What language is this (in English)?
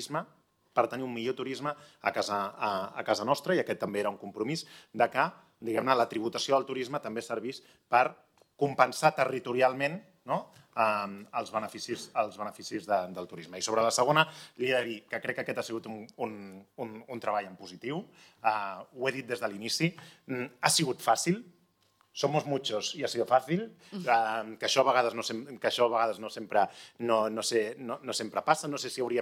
Catalan